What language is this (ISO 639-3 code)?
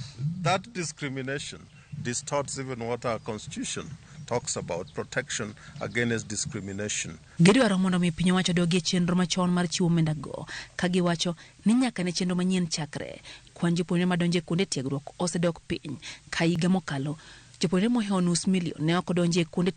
luo